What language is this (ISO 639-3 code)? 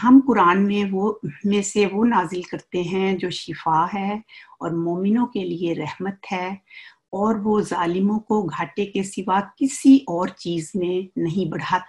urd